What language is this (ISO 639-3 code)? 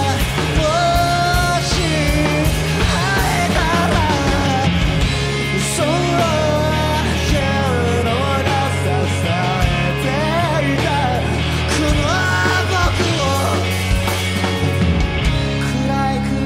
jpn